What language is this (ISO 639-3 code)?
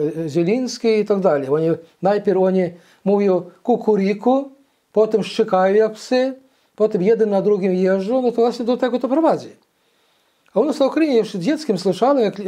pol